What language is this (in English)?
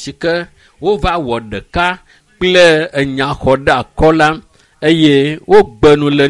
Ewe